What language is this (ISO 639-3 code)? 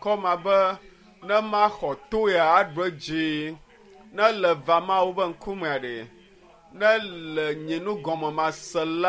ewe